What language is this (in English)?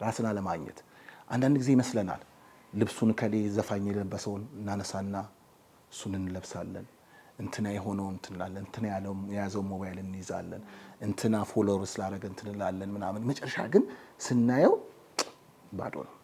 Amharic